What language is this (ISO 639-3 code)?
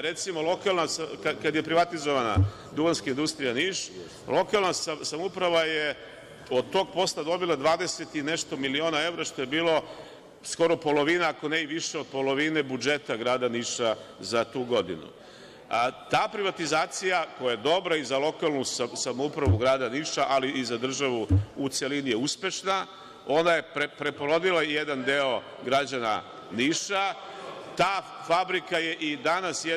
srp